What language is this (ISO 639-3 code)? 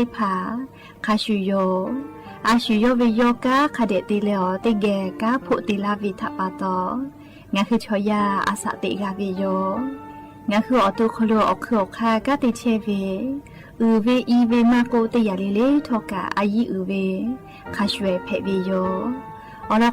lhu